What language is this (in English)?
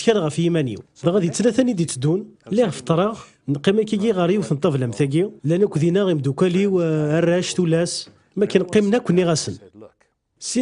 Kabyle